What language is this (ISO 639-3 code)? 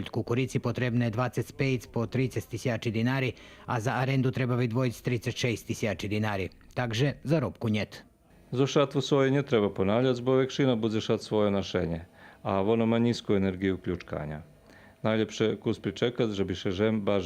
rue